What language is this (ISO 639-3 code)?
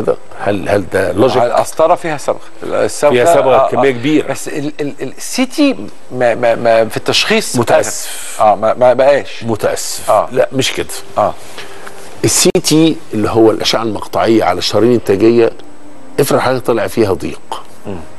arz